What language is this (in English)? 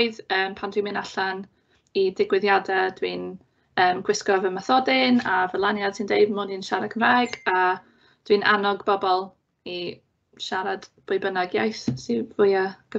Welsh